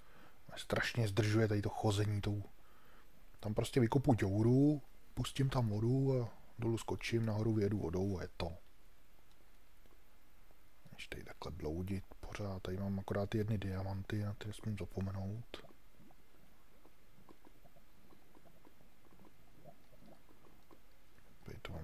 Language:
Czech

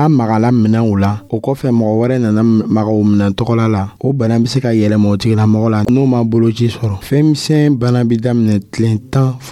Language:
Dyula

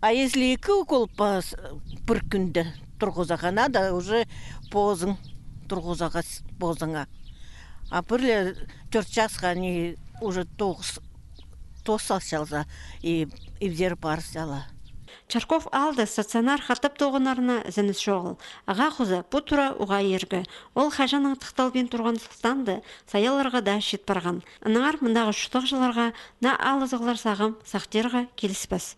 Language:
Khakas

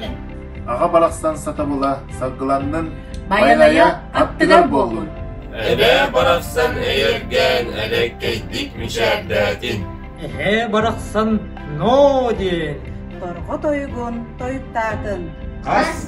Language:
Yakut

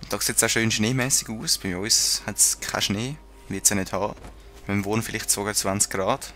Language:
Swiss German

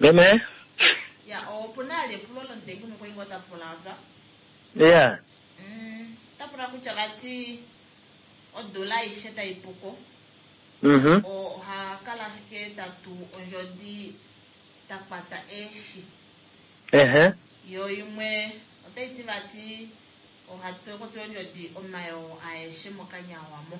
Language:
Kuanyama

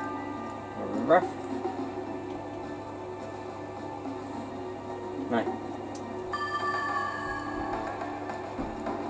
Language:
Norwegian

